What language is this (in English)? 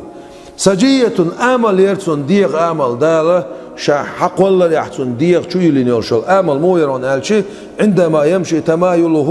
Chechen